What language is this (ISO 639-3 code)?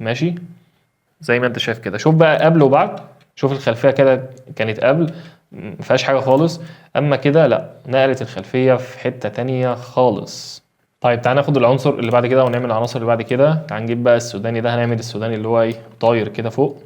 arz